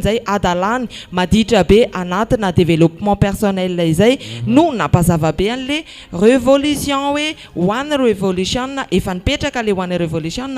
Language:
Malagasy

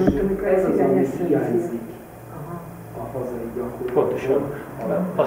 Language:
Hungarian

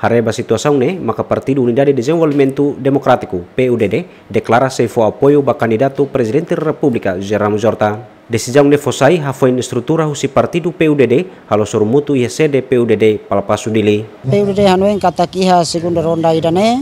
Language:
Tetum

